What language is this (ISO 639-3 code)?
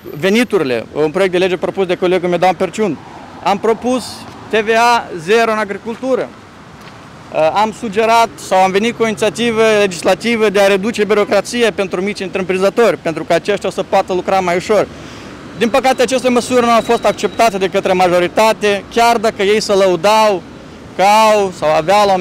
ron